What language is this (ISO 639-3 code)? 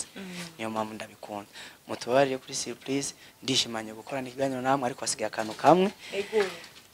run